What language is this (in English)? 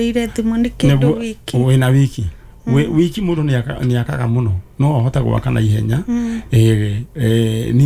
Kikuyu